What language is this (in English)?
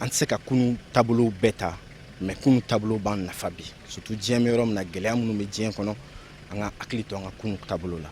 Bambara